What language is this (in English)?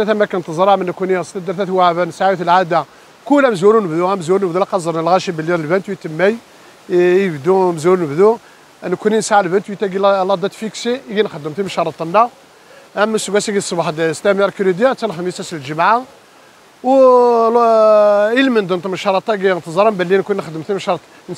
Kabyle